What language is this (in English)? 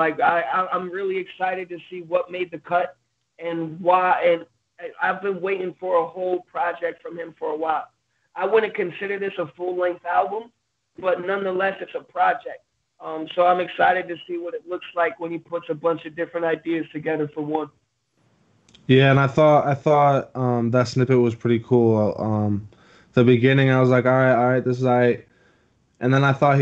English